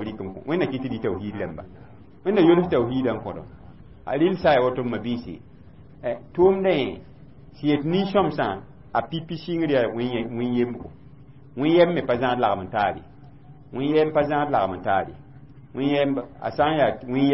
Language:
Mossi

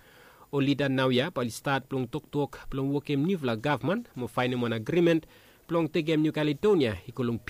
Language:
Bislama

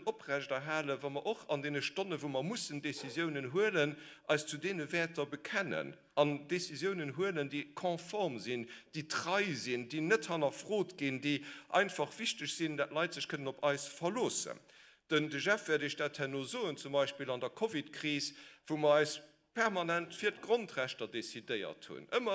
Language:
Luxembourgish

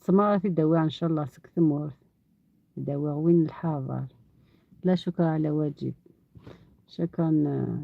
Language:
Algerian Arabic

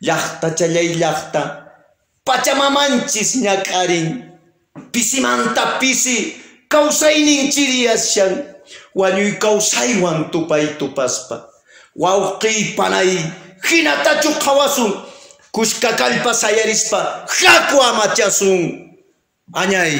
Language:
Quechua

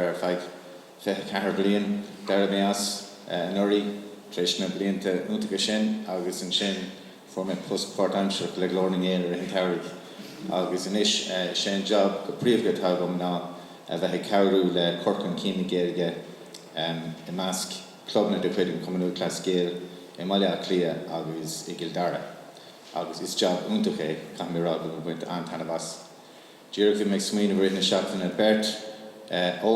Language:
Irish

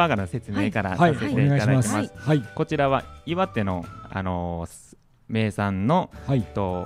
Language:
Japanese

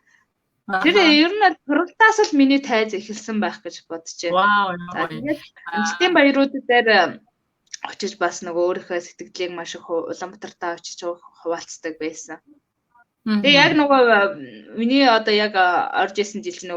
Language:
Mongolian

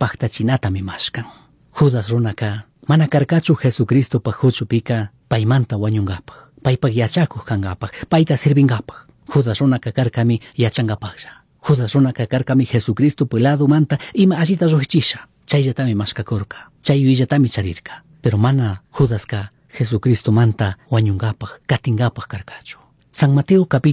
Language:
Chimborazo Highland Quichua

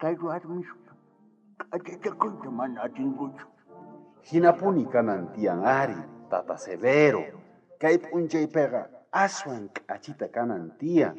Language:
South Bolivian Quechua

